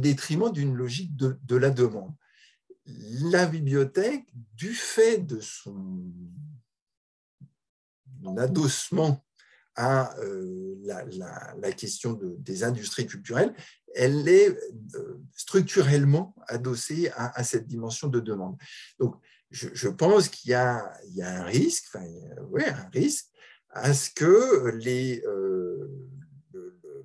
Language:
French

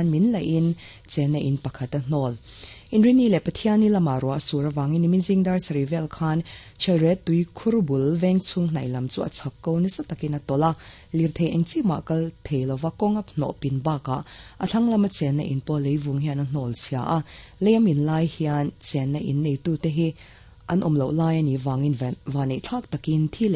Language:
Mizo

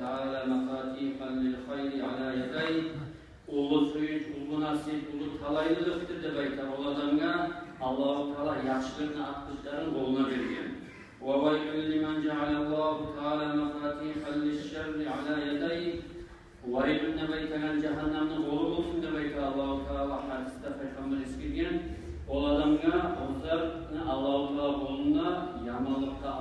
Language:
Kumyk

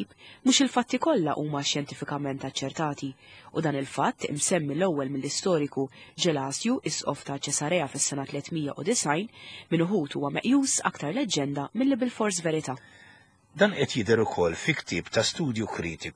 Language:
Maltese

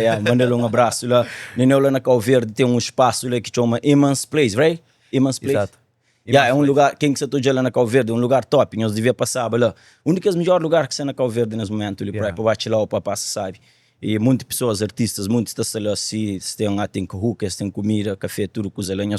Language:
Kabuverdianu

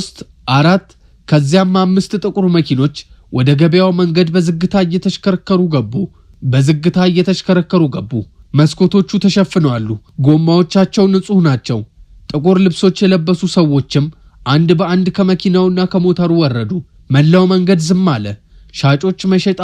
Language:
Amharic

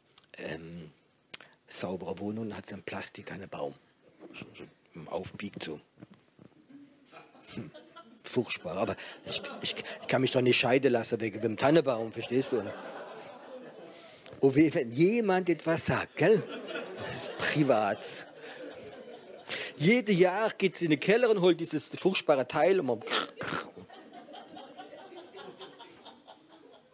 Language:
German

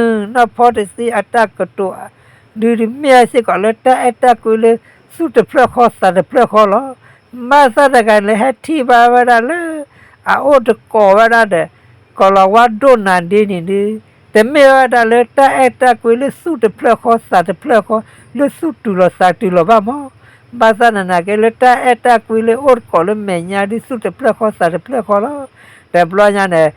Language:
S'gaw Karen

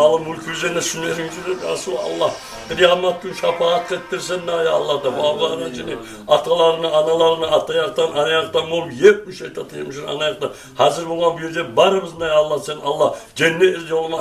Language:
Kumyk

